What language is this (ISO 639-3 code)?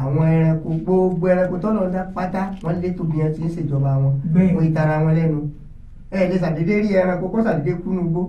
yor